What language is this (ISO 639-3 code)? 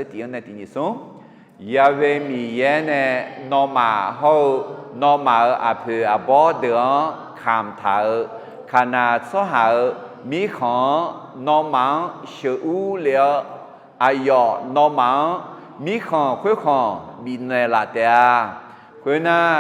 ahk